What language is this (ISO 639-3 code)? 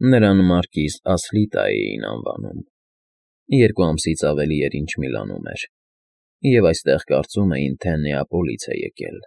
hye